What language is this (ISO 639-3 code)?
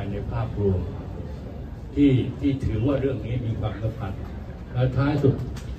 tha